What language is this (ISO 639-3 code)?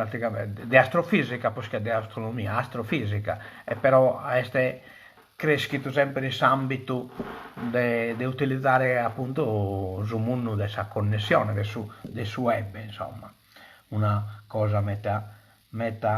srd